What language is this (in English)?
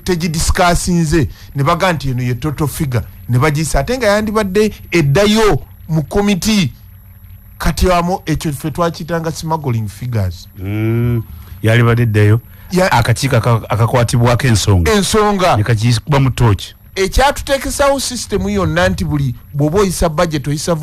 Ganda